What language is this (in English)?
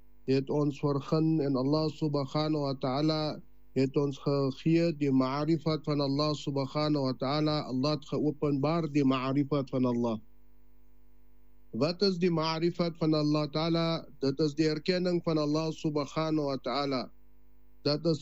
Afrikaans